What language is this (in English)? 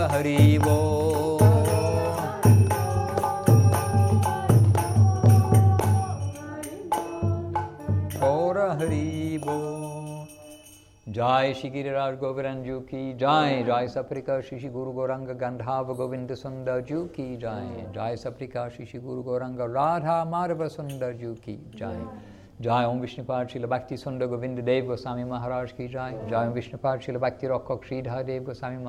Russian